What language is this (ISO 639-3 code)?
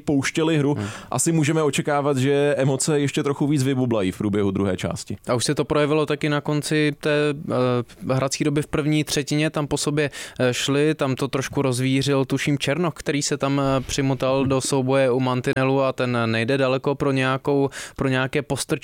ces